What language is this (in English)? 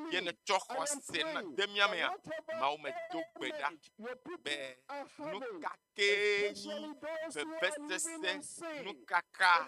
Ewe